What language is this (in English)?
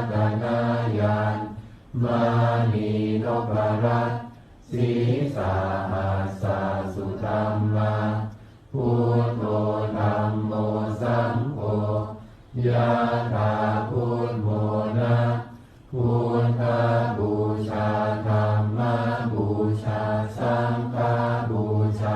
Pali